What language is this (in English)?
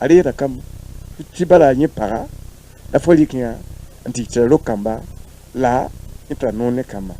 Mossi